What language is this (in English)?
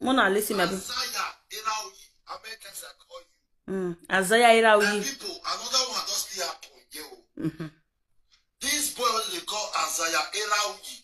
Nigerian Pidgin